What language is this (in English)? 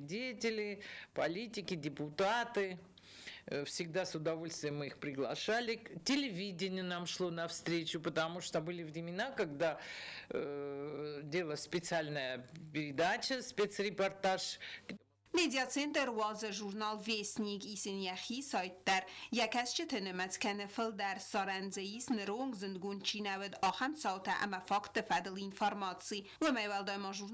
Ossetic